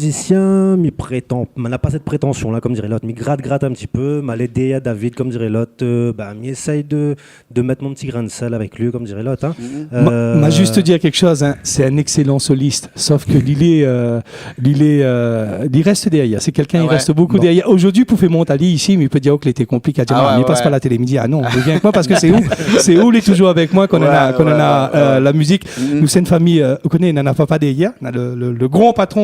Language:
Réunion Creole French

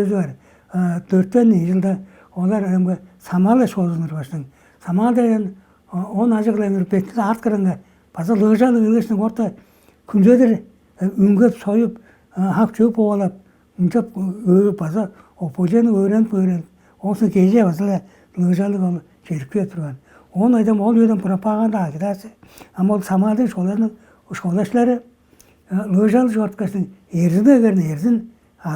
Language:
Tuvinian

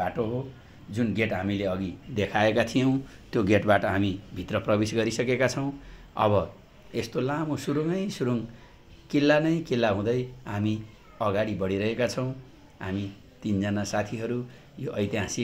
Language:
Nepali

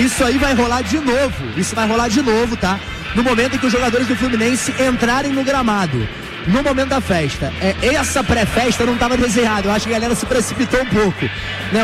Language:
Portuguese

